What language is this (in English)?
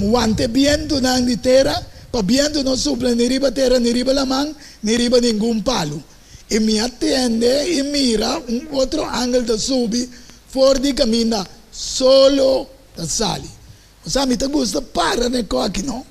Papiamento